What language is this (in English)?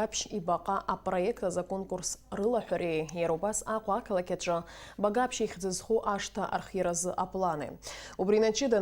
Abkhazian